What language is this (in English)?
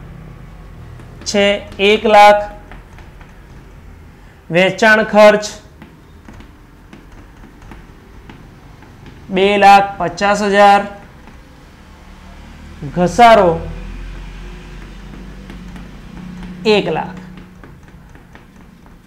Gujarati